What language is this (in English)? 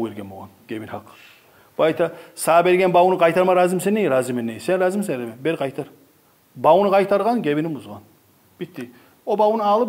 Kumyk